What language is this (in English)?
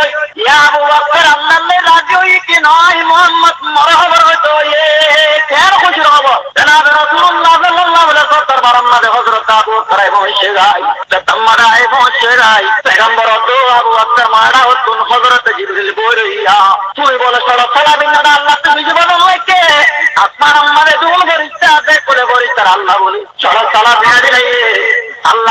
Rohingya